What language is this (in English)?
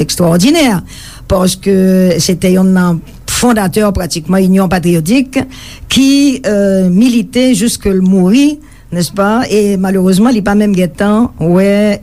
Haitian Creole